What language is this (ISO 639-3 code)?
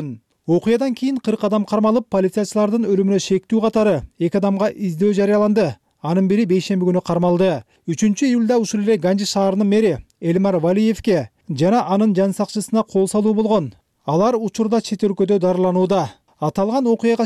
kir